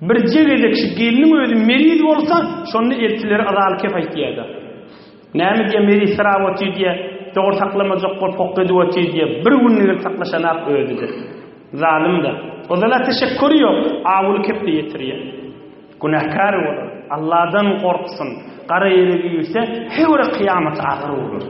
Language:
Turkmen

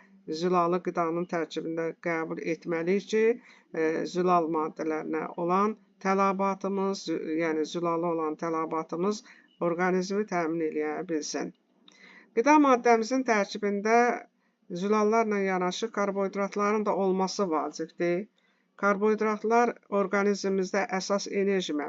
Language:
Azerbaijani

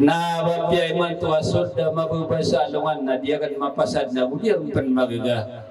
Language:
Maranao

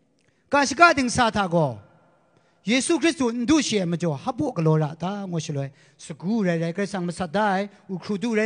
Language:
Kachin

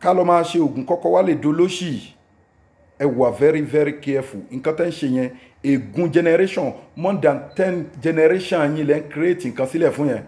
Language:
Yoruba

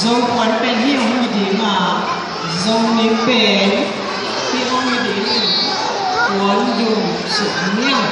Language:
Tedim Chin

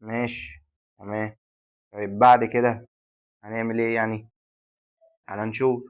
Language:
Egyptian Arabic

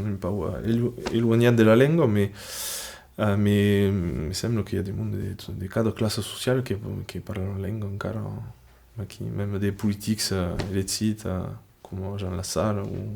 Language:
Occitan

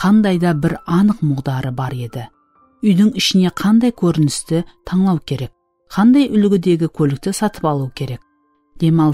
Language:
Kara-Kalpak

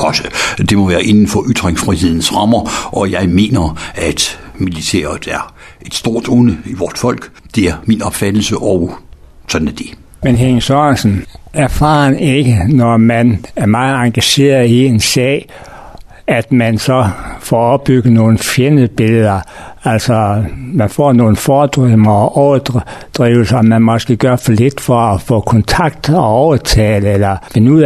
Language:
Danish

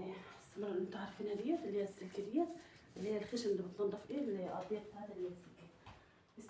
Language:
Egyptian Arabic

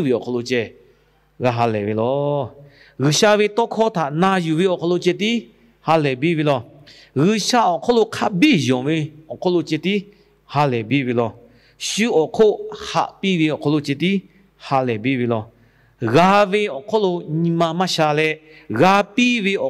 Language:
Lahu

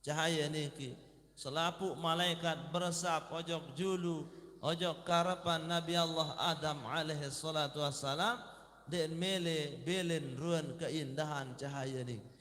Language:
Sasak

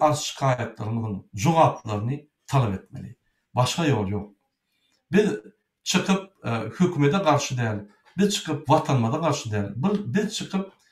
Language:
Turkmen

